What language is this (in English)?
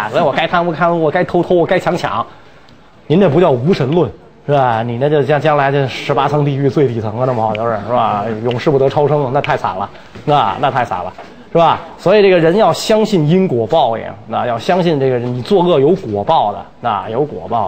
Chinese